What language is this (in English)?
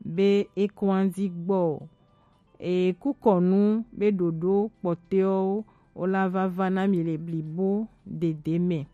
Gen